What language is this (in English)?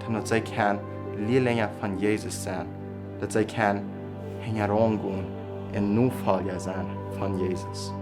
Plautdietsch